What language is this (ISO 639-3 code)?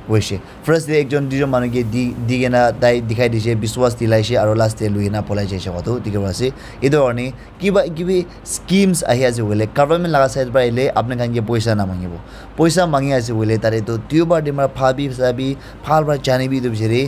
nag